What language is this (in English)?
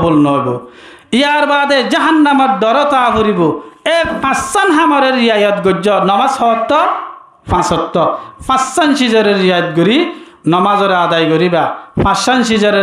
Rohingya